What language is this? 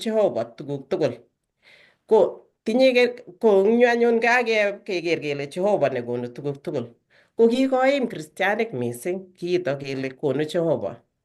Kalenjin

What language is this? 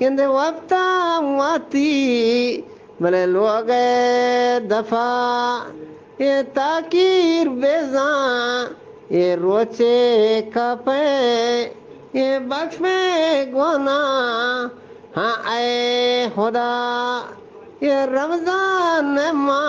Eastern Balochi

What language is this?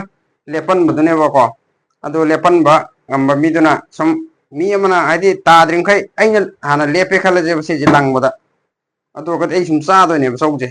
Manipuri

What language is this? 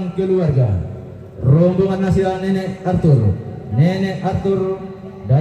Toraja-Sa'dan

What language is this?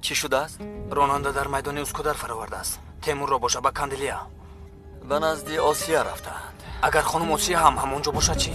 Tajik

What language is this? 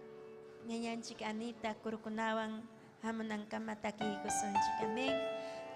Ayacucho Quechua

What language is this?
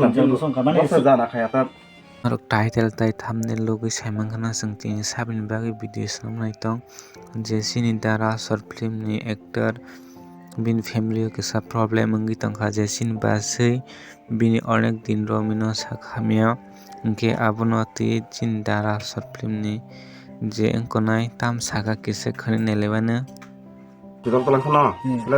Kok Borok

